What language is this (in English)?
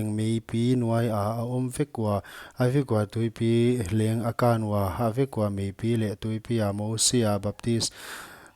Paite Chin